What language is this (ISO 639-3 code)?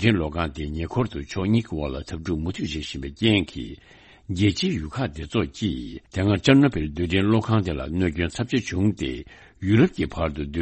bod